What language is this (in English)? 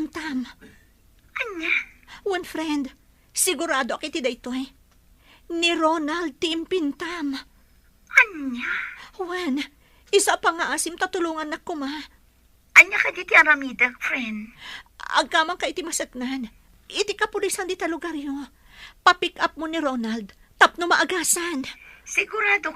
Iloko